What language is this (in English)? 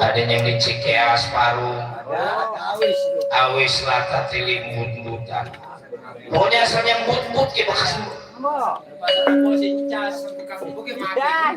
Betawi